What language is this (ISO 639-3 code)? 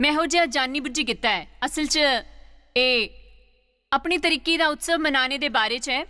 doi